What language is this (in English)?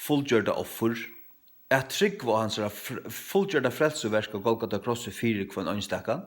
Faroese